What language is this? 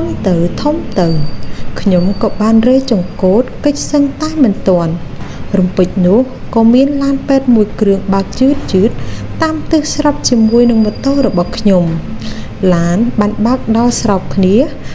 Khmer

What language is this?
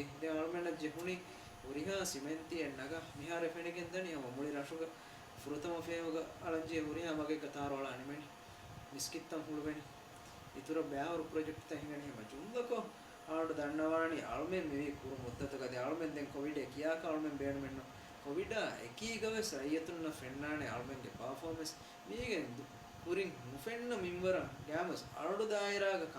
Divehi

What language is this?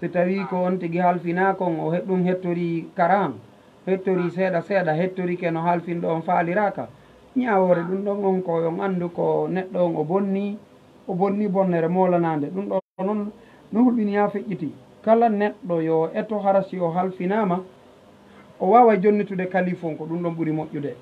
Fula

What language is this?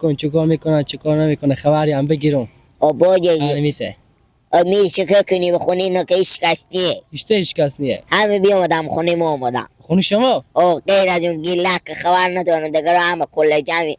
Persian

